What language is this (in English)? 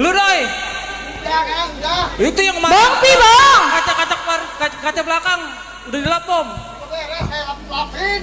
Betawi